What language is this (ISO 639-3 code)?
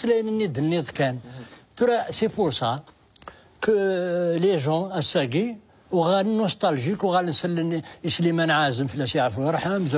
kab